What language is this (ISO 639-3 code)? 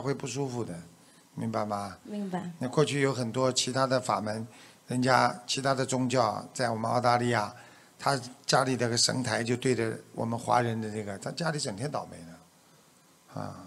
zho